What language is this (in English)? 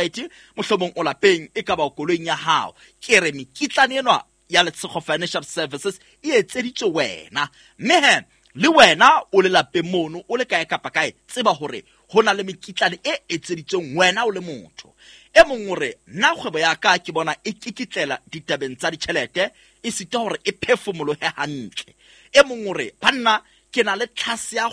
Southern Sotho